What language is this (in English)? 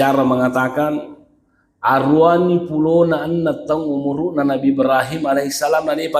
Buginese